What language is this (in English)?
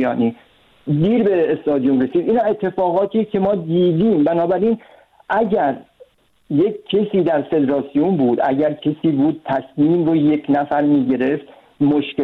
Persian